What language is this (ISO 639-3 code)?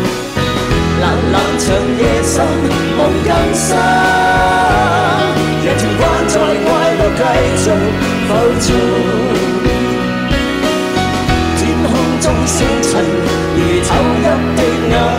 zho